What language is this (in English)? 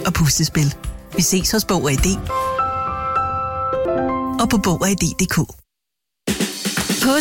Danish